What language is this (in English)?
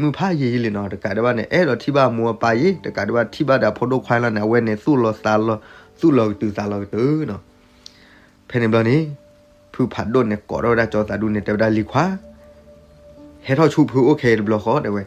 S'gaw Karen